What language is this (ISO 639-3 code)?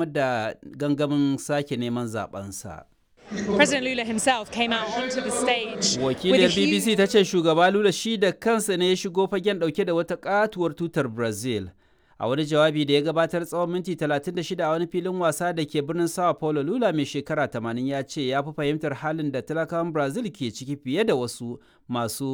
hau